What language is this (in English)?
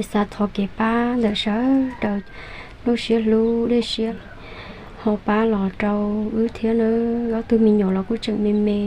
Hmong